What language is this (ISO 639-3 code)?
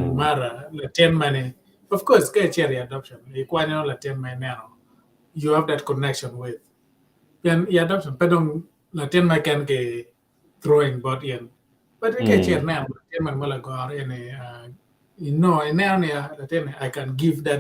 ach